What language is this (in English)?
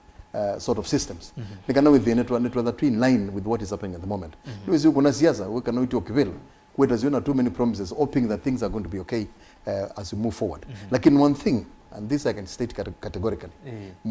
Kamba